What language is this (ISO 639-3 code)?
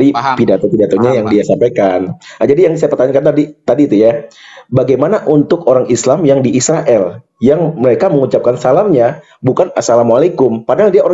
ind